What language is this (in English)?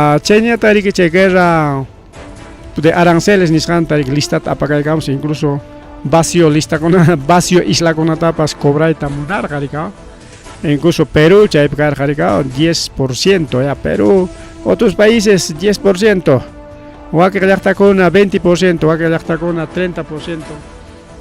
Ayacucho Quechua